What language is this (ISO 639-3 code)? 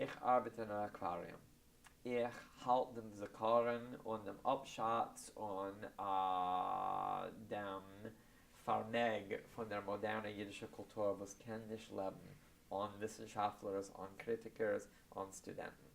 yid